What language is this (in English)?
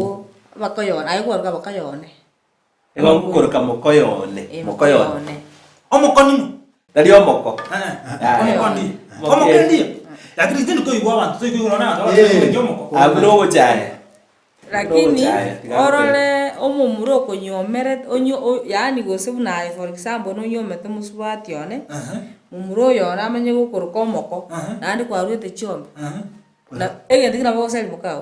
Gusii